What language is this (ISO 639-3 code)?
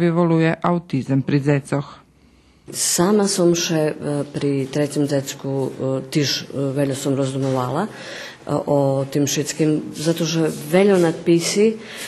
rue